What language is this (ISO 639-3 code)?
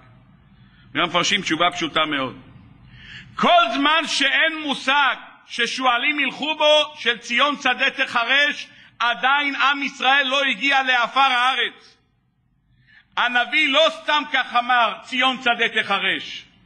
heb